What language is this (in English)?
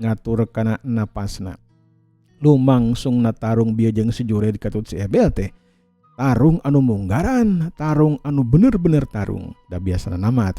Sundanese